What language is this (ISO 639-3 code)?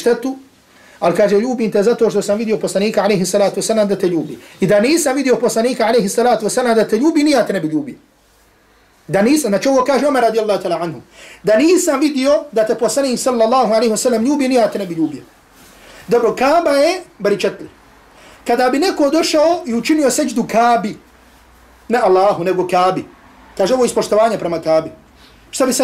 bos